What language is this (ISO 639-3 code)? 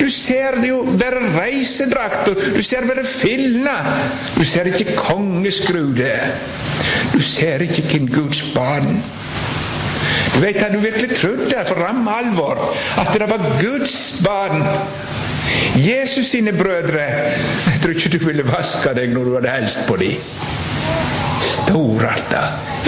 nor